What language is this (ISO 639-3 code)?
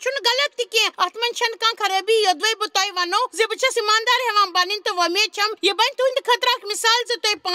kas